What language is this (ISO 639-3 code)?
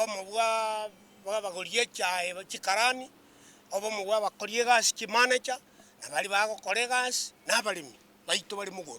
guz